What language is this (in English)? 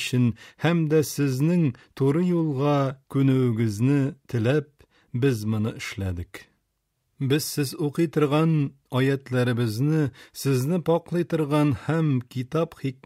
Tatar